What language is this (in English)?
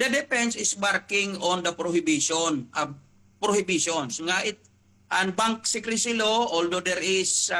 Waray